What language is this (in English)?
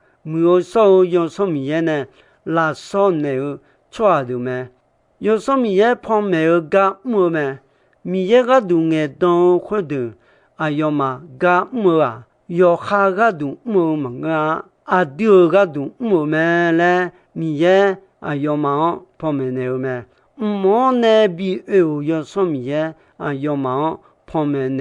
Akha